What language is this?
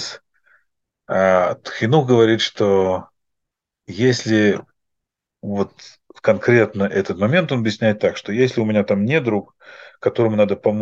Russian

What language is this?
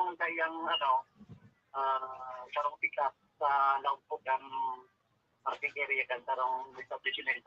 Bikol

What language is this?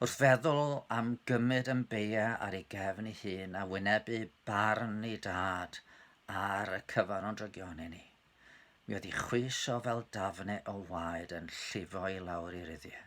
Welsh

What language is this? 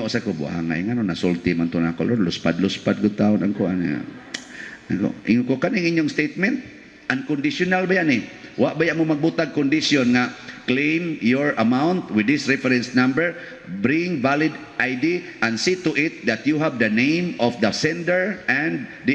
Cebuano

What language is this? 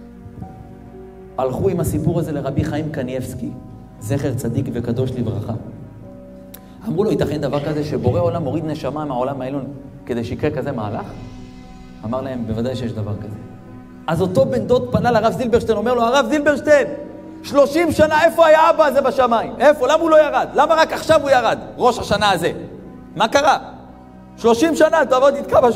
Hebrew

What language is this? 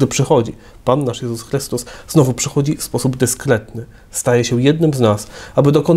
Polish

